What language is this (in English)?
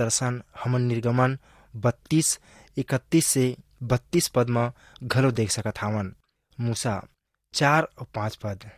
Chhattisgarhi